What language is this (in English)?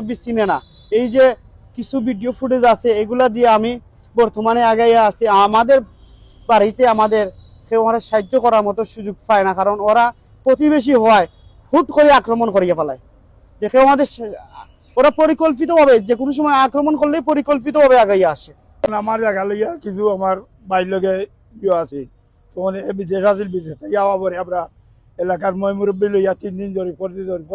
Sylheti